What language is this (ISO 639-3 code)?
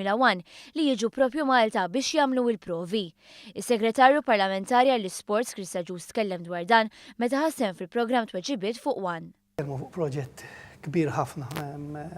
mlt